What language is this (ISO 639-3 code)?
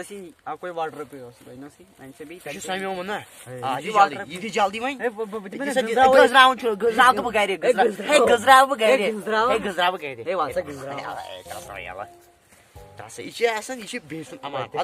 kas